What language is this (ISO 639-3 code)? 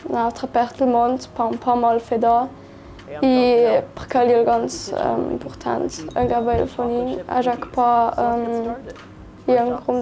lld